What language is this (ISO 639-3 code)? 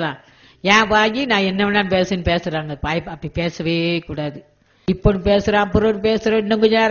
tam